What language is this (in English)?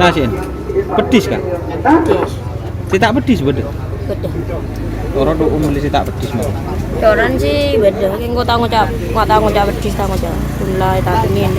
Madurese